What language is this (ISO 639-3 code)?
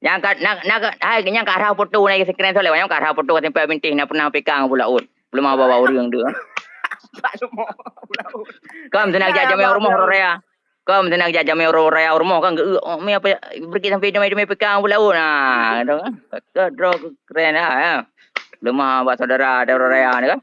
ace